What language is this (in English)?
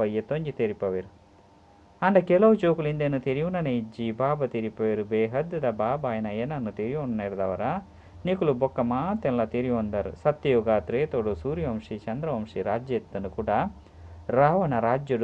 Tulu